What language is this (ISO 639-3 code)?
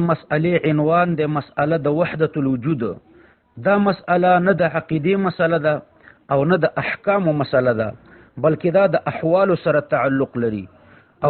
pus